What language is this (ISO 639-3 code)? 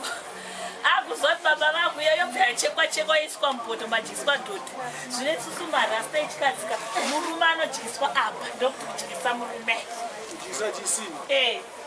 sna